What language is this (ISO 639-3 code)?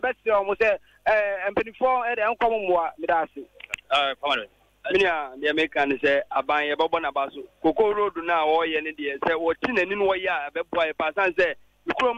aka